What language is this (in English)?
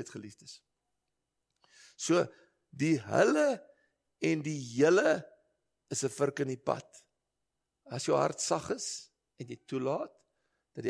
Afrikaans